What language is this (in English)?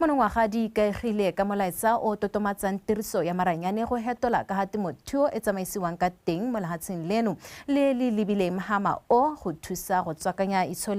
Tswana